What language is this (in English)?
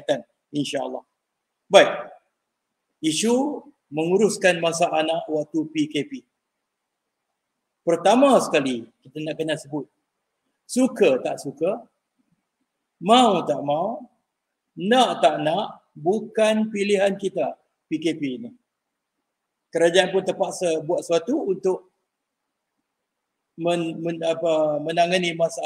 Malay